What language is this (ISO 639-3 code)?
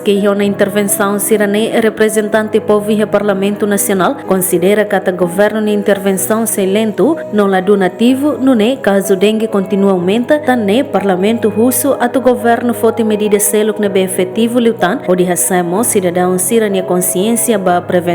tet